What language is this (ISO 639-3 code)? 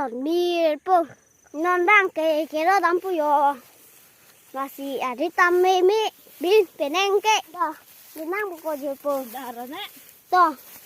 mjw